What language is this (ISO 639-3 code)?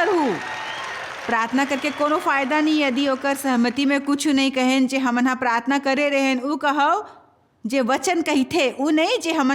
hne